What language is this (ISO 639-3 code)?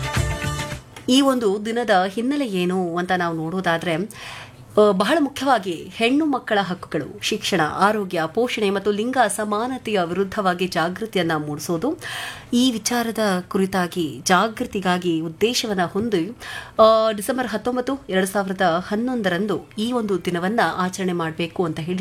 kan